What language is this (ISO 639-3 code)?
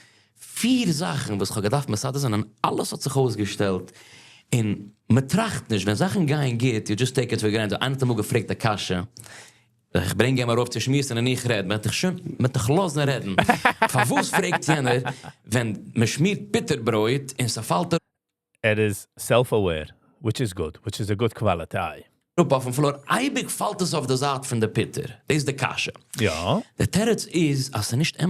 yid